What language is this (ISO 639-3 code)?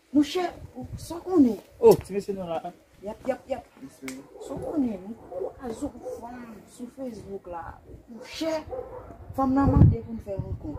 hat